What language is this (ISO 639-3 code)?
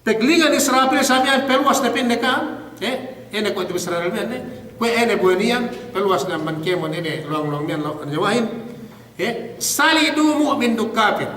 yka